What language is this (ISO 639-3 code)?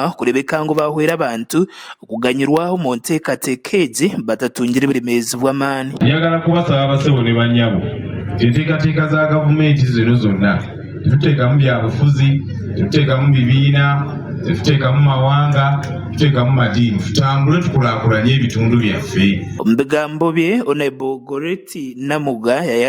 nyn